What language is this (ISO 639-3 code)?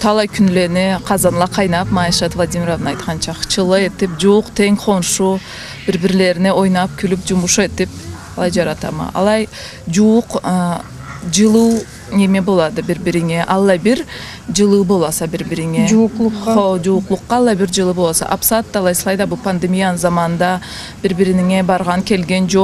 krc